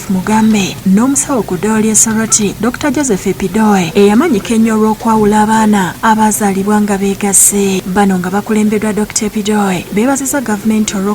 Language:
Ganda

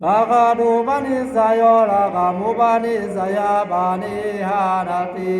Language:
Pali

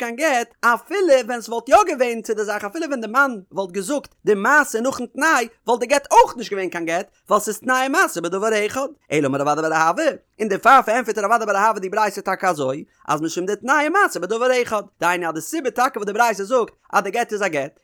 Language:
Yiddish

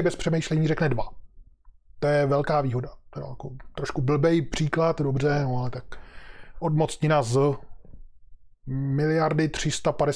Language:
Czech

